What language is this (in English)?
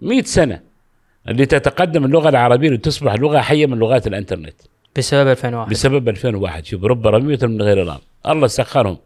Gulf Arabic